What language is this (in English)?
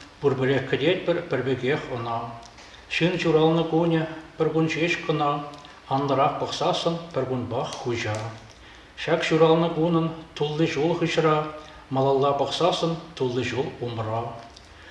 Chuvash